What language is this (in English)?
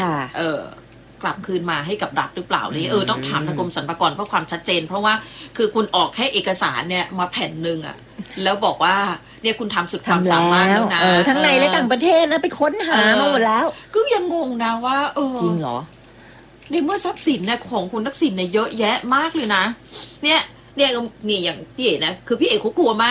Thai